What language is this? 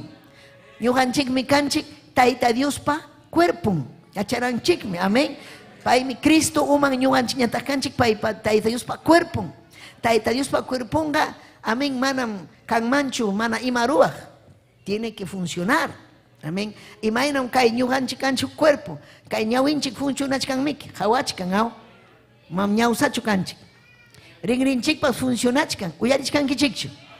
Ayacucho Quechua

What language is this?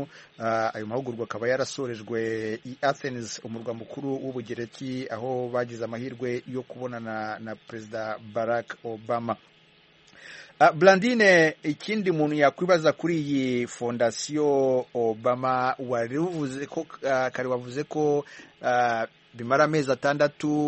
Kinyarwanda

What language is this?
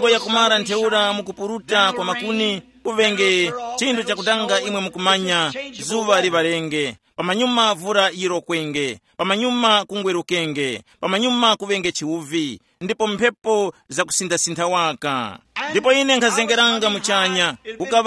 Tumbuka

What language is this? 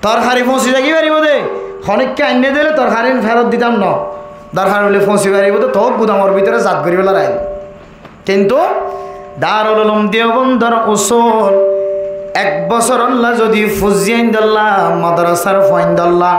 Rohingya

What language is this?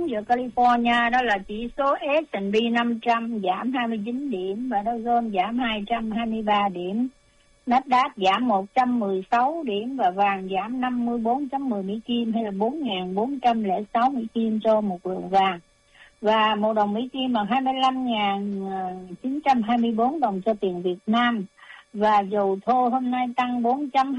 Vietnamese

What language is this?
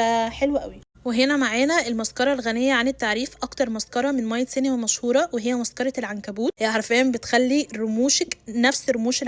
Egyptian Arabic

